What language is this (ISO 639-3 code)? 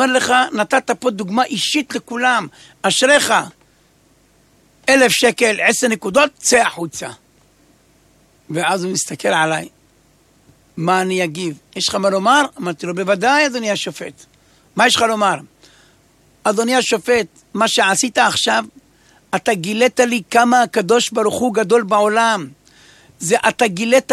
heb